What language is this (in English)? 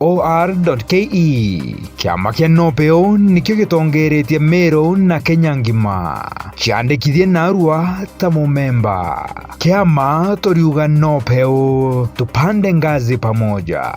Meru